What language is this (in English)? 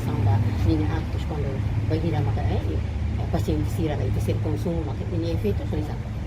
Tetum